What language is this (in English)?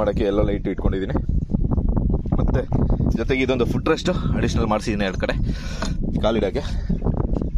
Kannada